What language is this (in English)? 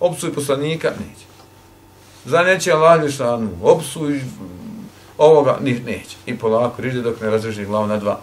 Bosnian